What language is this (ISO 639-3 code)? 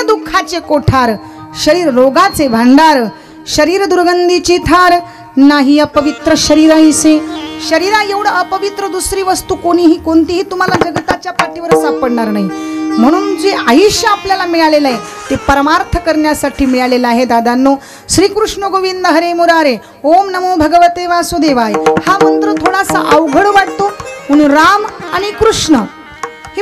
mar